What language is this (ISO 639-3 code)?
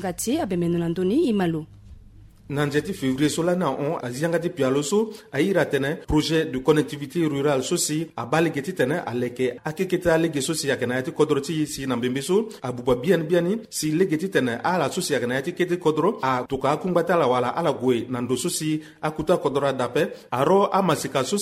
sag